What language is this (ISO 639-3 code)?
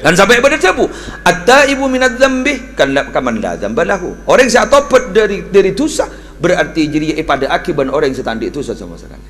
mad